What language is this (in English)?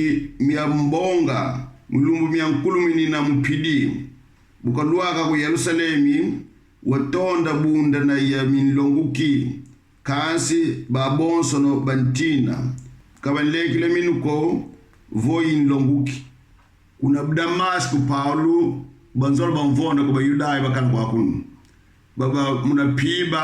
Kongo